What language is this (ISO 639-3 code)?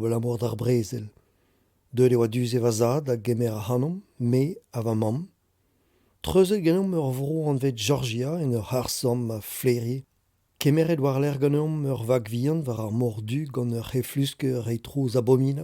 bre